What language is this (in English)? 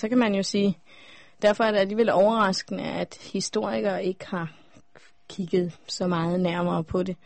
Danish